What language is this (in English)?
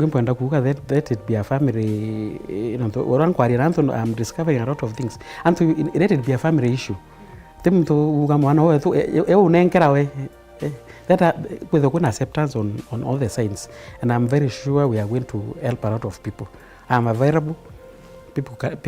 Meru